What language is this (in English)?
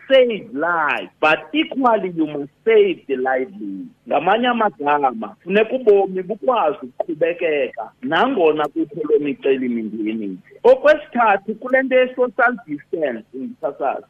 Xhosa